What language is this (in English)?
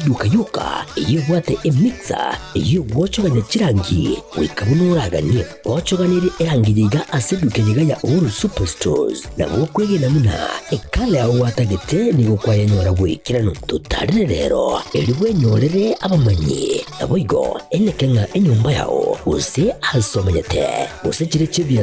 Gusii